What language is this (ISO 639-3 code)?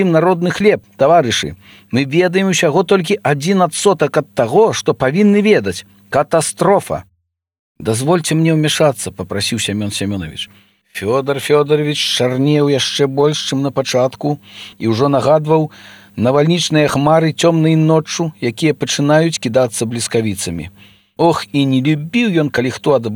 bel